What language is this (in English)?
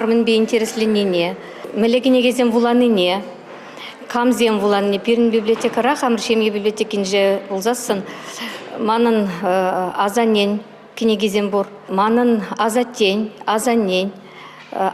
Chuvash